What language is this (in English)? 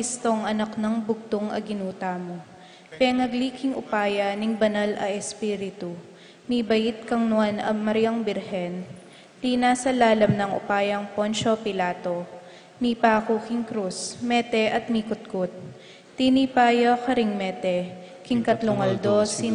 Pampanga